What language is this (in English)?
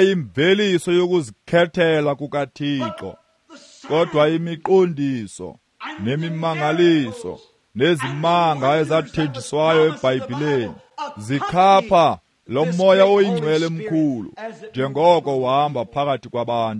Xhosa